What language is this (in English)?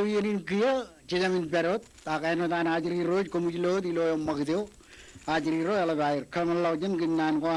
Marshallese